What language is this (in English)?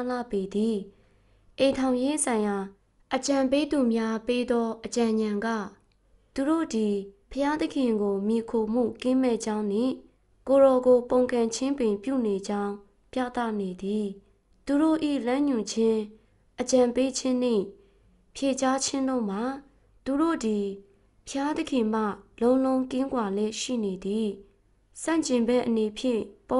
Burmese